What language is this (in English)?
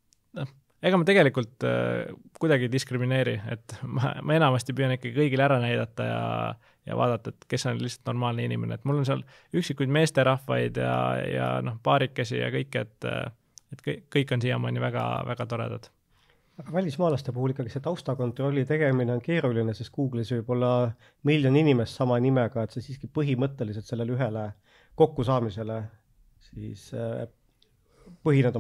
Estonian